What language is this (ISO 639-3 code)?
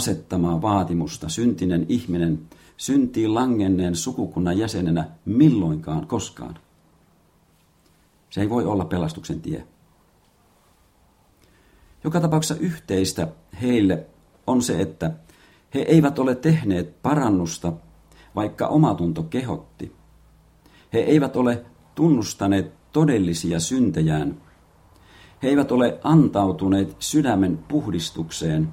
fin